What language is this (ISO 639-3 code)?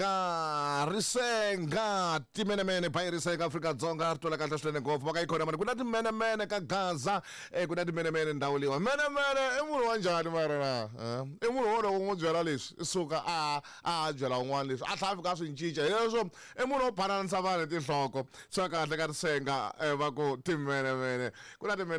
tso